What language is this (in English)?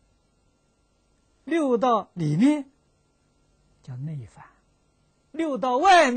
Chinese